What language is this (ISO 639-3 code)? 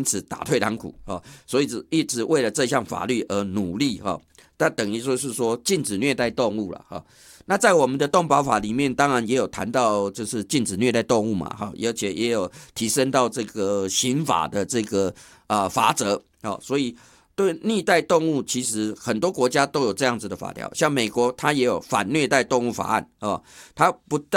zho